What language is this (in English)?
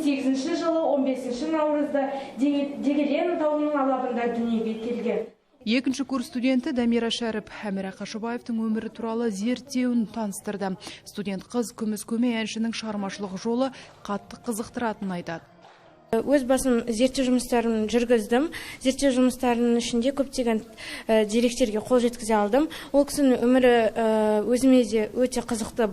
Kazakh